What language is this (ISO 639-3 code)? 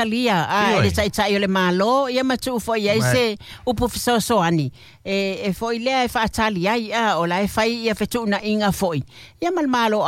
smo